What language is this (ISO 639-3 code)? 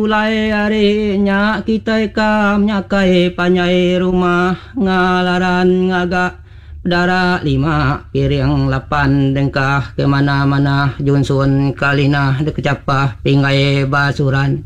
iba